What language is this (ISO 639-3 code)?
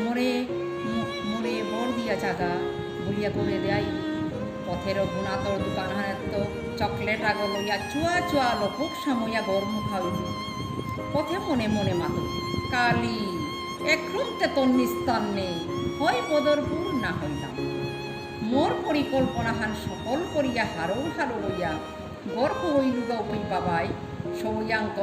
bpy